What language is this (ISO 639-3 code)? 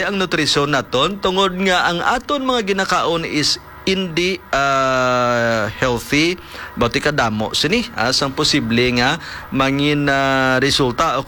hil